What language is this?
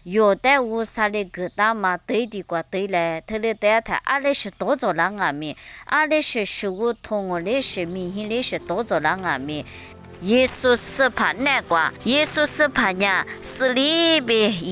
Lisu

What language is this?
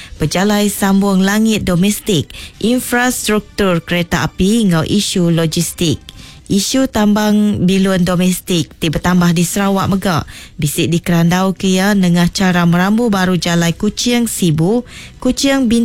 Iban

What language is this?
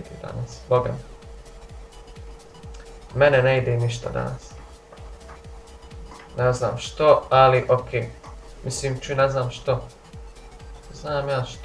Croatian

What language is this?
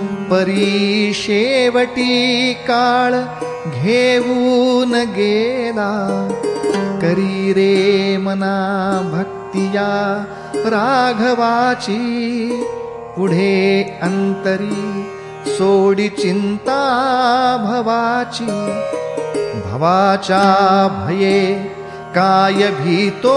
Marathi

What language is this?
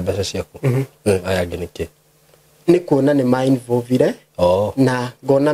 Kikuyu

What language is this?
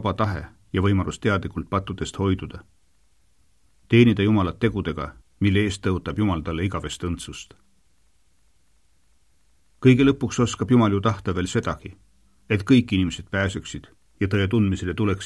Estonian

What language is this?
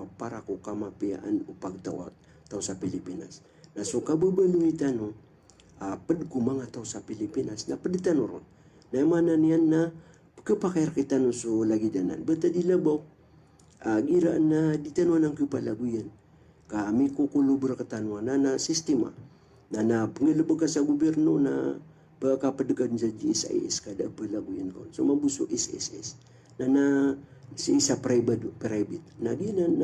Maranao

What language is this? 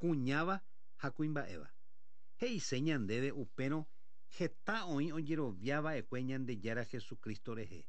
Guarani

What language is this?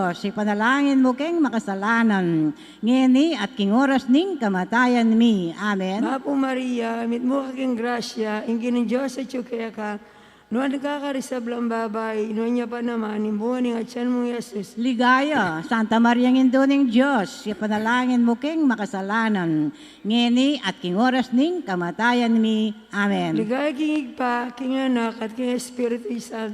Pampanga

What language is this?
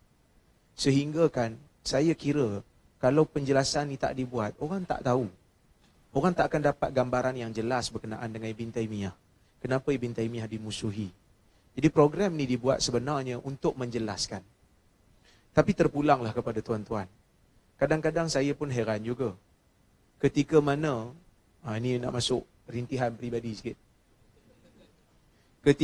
Malay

